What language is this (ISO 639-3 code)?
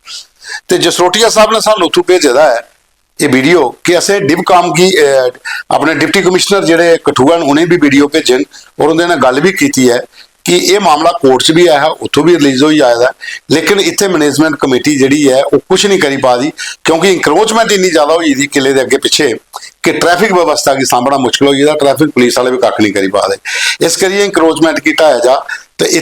doi